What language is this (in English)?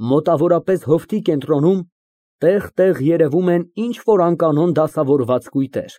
Armenian